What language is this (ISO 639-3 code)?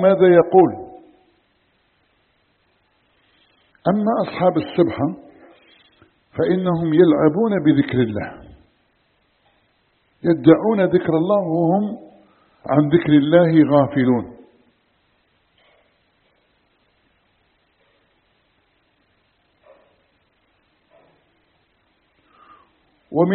ara